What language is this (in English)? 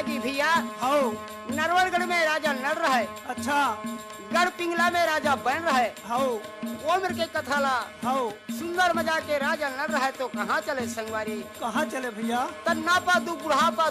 Chhattisgarhi